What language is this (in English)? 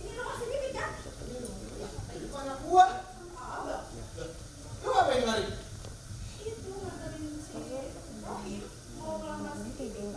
Betawi